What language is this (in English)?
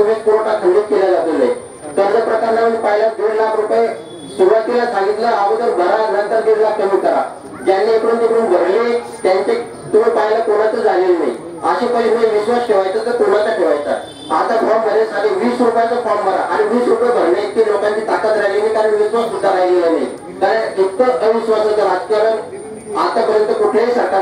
Marathi